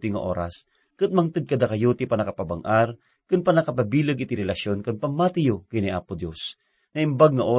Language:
Iloko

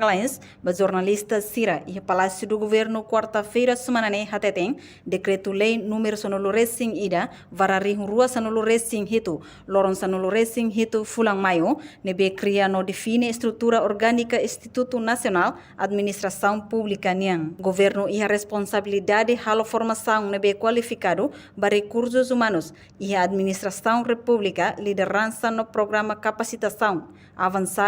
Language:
Tetum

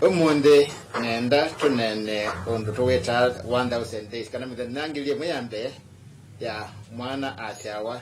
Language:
Kamba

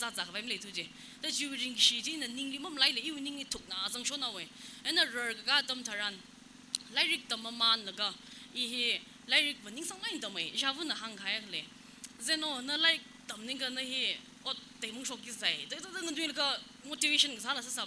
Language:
Tangkhul Naga (India)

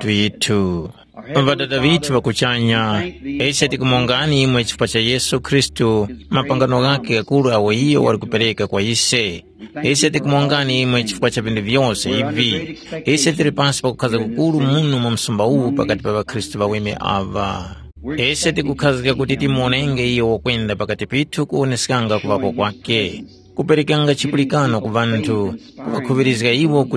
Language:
Tumbuka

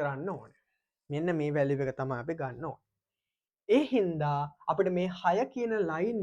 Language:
Sinhala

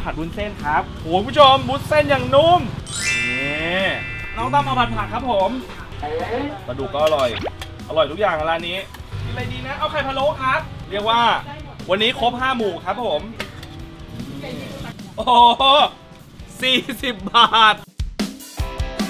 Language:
Thai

